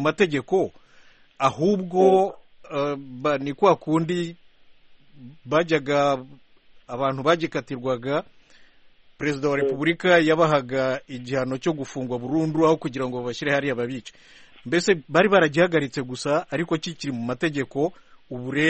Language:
Kinyarwanda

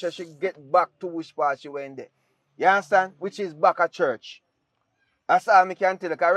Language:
Jamaican Creole English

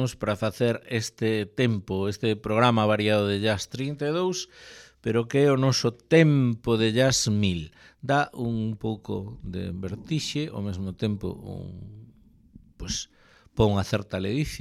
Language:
Galician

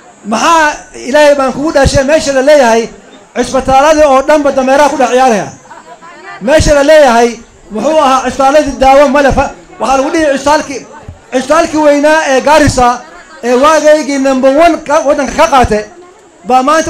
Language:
Somali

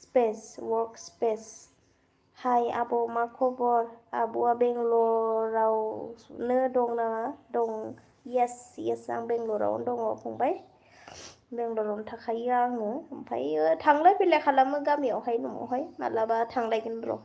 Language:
Bodo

